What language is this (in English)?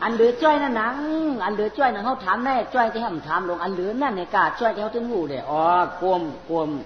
Shan